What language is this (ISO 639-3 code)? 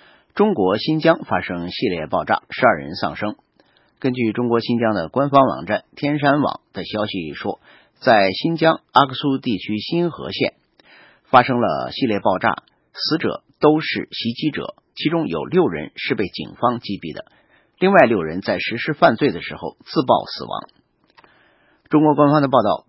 zho